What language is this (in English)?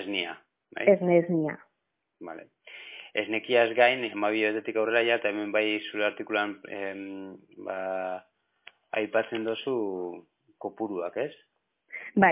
Basque